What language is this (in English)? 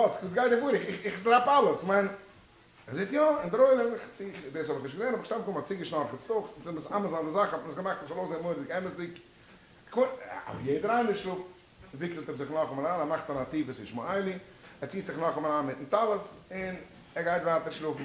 Yiddish